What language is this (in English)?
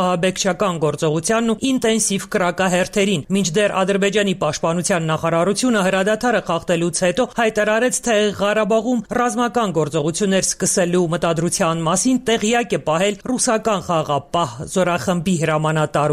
Armenian